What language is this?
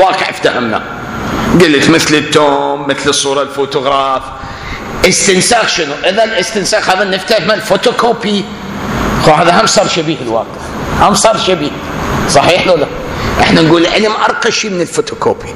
Mesopotamian Arabic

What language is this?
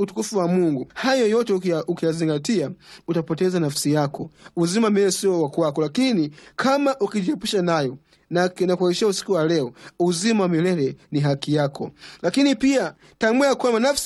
Swahili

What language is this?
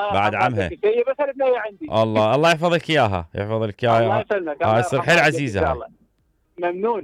Mesopotamian Arabic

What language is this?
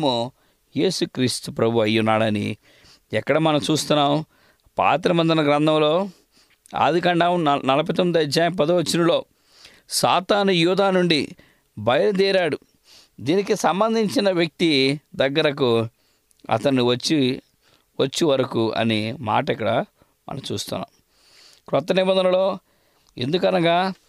Telugu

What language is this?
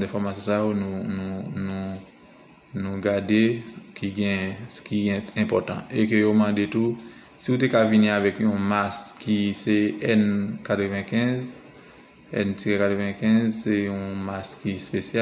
Haitian Creole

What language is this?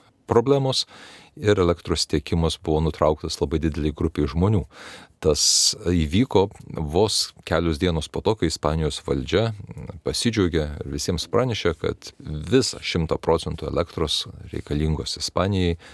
Lithuanian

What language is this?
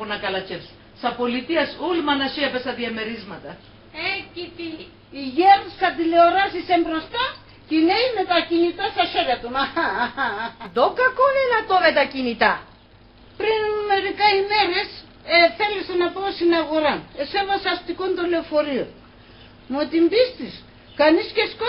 Pontic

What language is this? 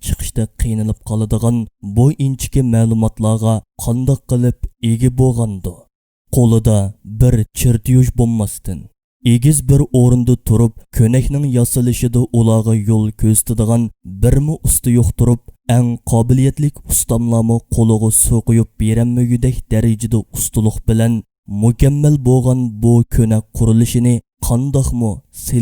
Uyghur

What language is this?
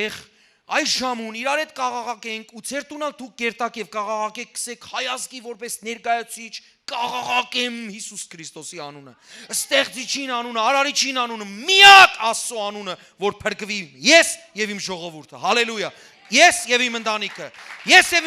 Western Armenian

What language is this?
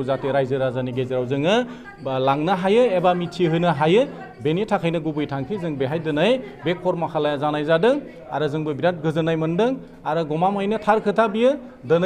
Bodo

